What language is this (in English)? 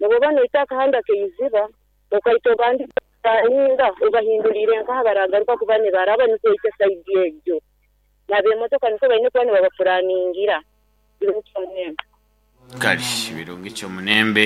Nyoro